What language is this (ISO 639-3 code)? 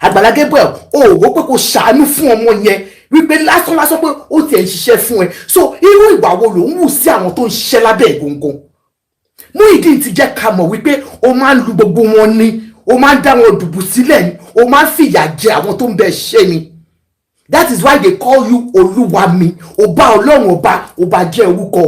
yor